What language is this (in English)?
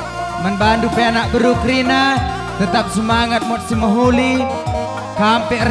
Batak Karo